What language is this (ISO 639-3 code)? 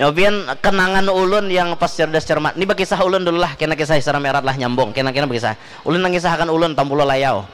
bjn